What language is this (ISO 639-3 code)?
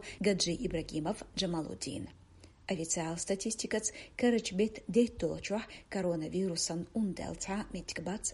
che